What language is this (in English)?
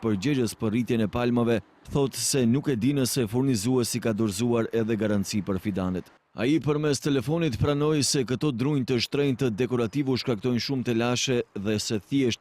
Albanian